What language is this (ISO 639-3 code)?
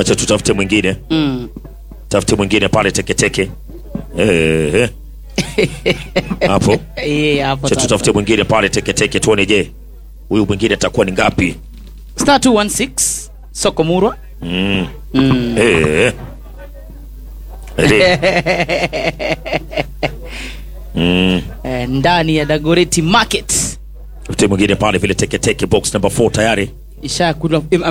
swa